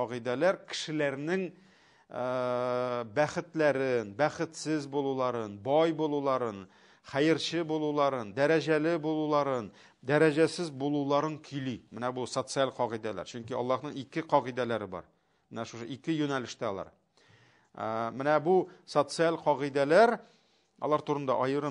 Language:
Tatar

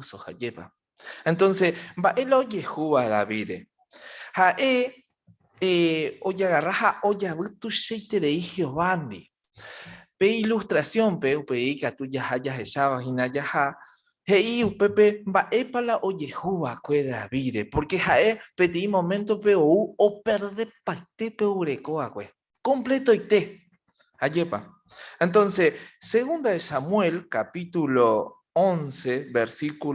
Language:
Guarani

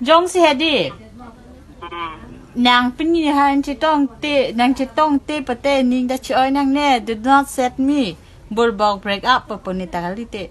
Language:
Karbi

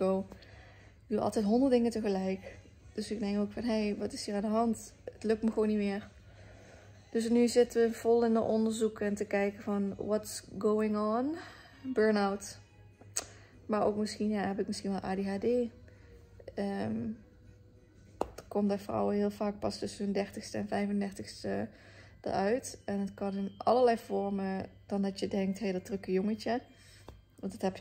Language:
Dutch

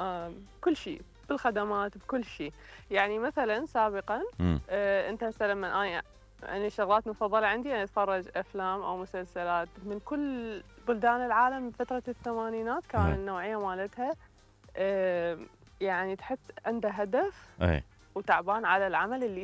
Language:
Mesopotamian Arabic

